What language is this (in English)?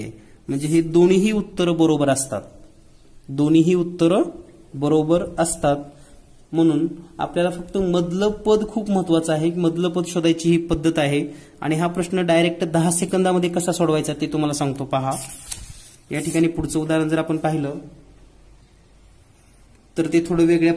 Marathi